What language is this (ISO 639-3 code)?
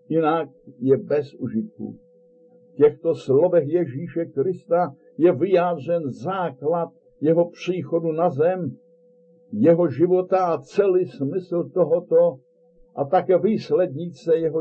ces